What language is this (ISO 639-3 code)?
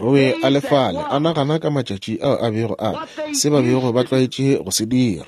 nso